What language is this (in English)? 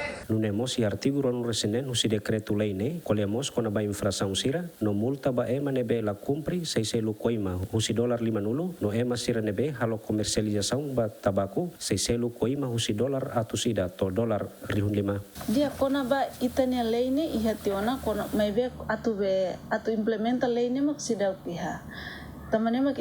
Tetum